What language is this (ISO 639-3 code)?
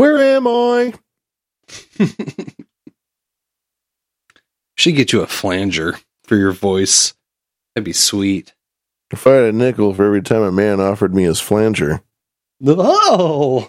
eng